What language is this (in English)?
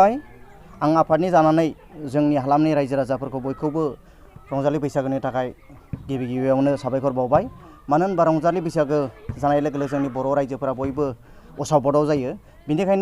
Bodo